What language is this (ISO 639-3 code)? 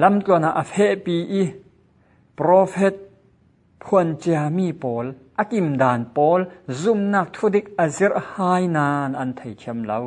cfm